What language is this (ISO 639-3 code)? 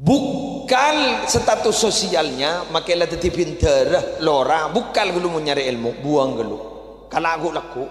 mad